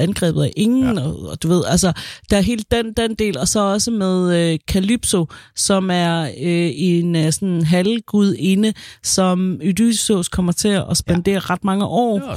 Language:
Danish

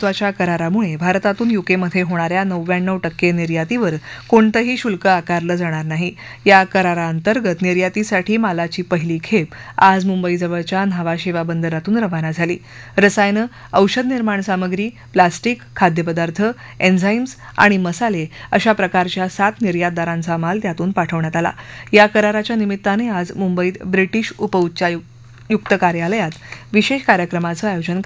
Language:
Marathi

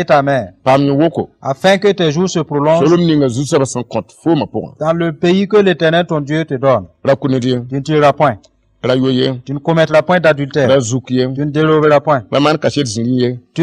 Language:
Mossi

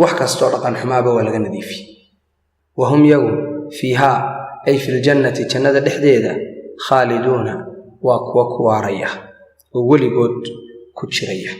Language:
Somali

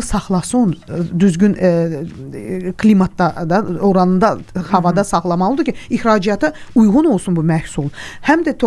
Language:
Azerbaijani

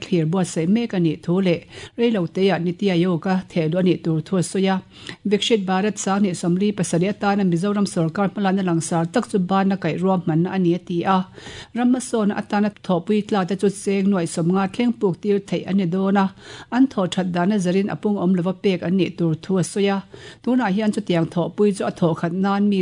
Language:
Mizo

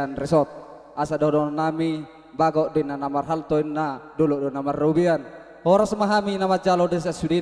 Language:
Batak Toba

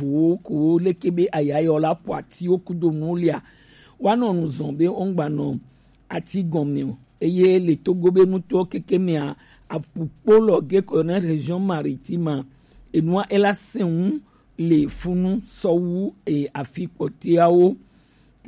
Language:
Gen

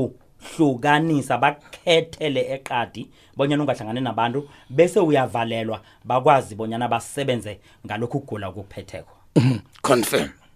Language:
South Ndebele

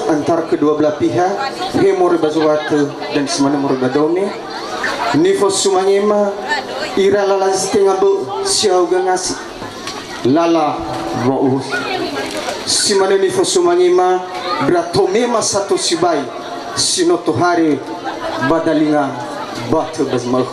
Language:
Nias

